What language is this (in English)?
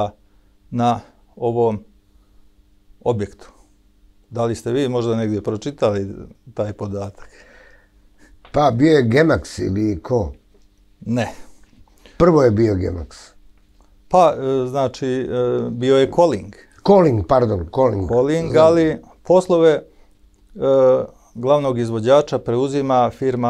Serbian